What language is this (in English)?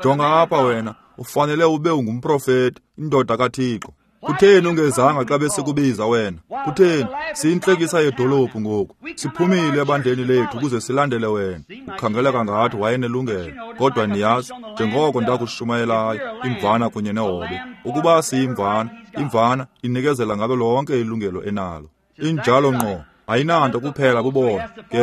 Xhosa